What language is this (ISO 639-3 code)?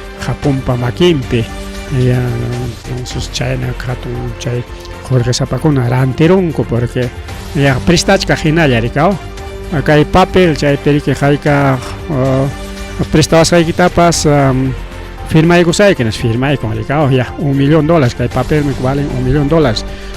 quy